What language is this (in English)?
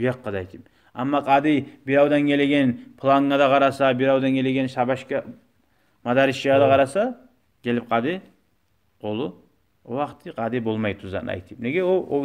Kumyk